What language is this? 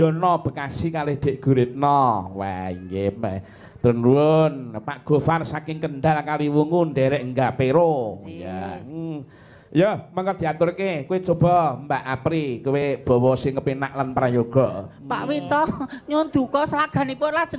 Javanese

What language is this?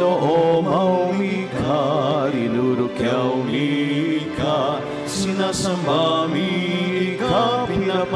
Bikol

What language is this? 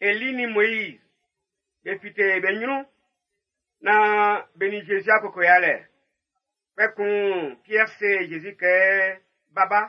Baoulé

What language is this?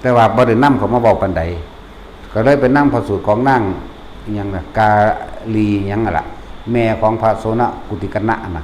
Lao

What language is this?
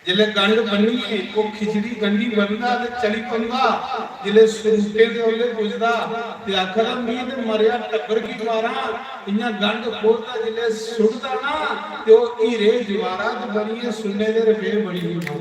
Dogri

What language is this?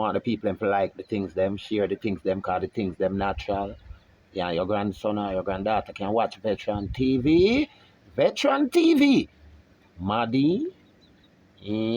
Jamaican Creole English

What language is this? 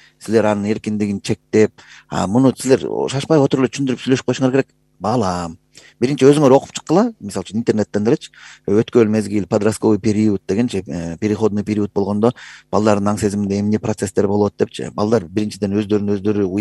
Kyrgyz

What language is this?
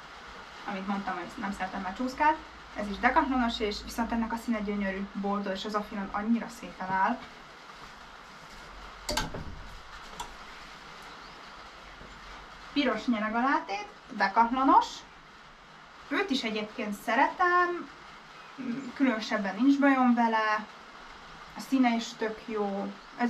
Hungarian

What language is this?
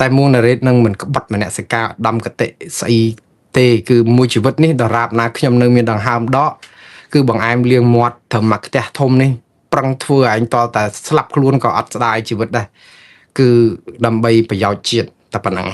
Khmer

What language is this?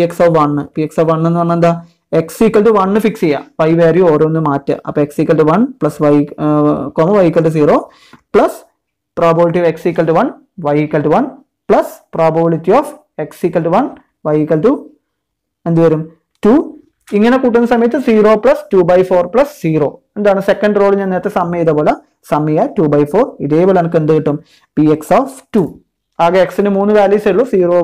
Malayalam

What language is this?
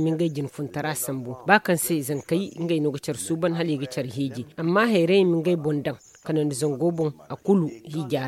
Zarma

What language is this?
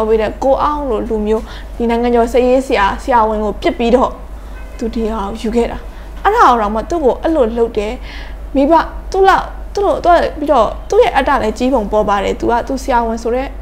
Burmese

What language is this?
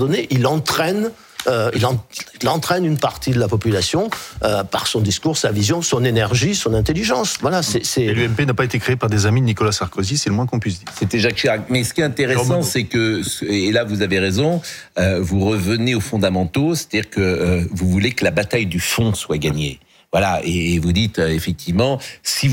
French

